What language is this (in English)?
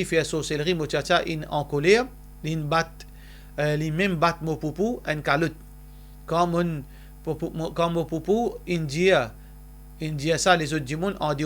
Morisyen